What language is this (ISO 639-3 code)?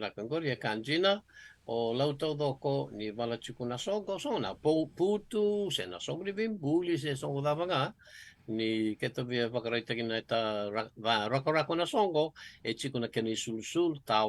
fij